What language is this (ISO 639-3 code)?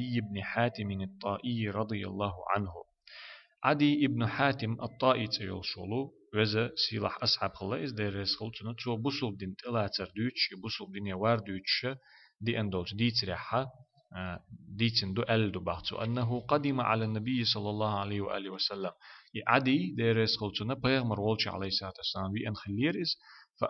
che